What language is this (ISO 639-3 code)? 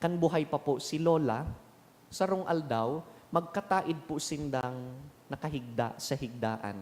bik